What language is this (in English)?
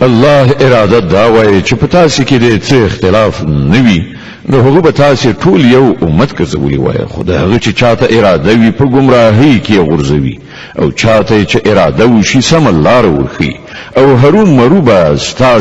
Pashto